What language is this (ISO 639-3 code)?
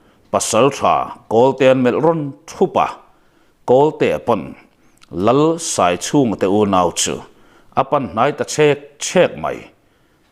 lus